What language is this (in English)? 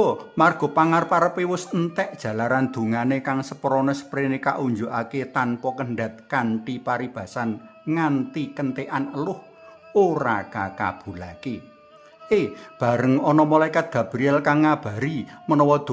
Javanese